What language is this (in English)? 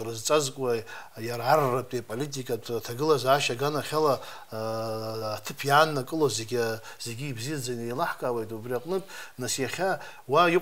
Abkhazian